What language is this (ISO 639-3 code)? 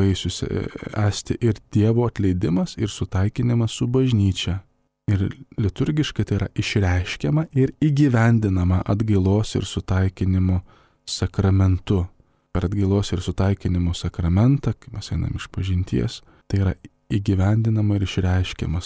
lit